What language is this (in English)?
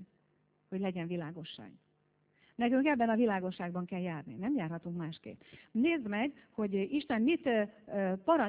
Hungarian